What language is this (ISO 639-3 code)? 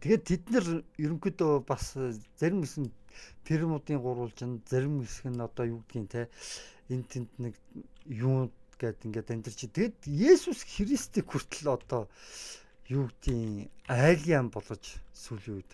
mon